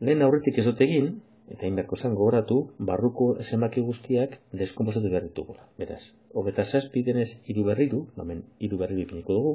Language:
Basque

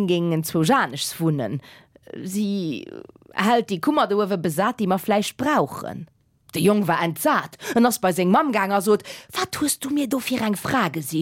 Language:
Luxembourgish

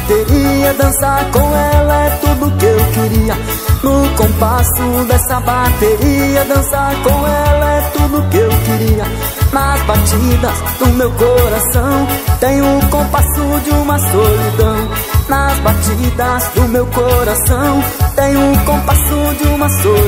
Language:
Portuguese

